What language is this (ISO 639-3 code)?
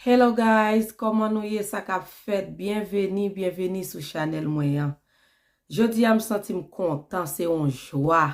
hat